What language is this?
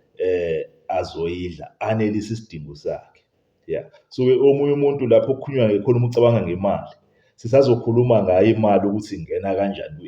Zulu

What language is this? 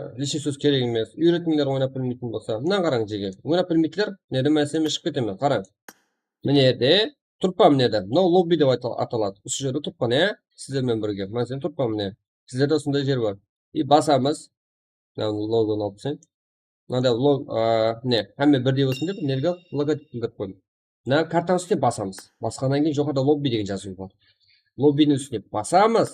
Kara-Kalpak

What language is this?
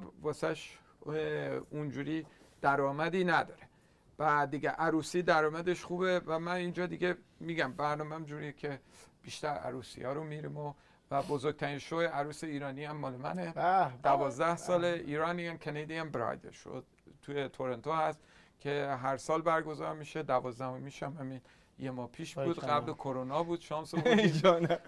Persian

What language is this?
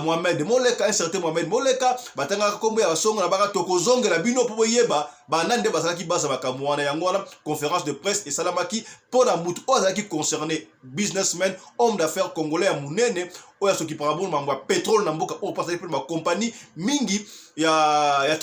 Lingala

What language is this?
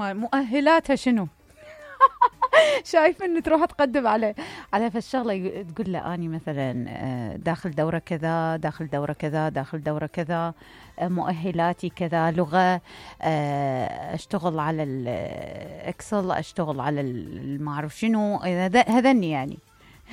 Mesopotamian Arabic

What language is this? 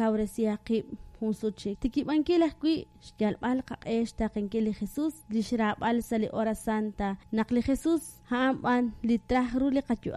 Kekchí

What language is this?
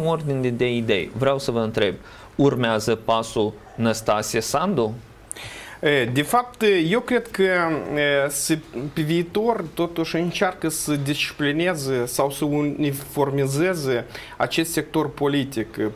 Romanian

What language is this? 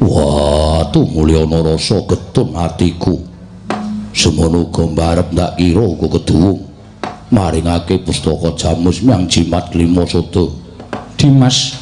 Javanese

